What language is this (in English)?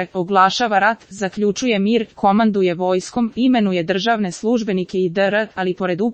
Serbian